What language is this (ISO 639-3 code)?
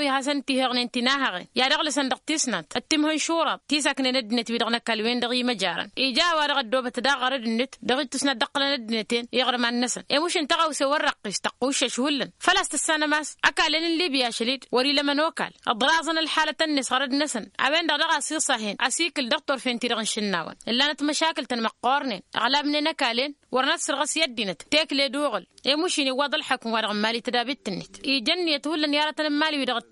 taq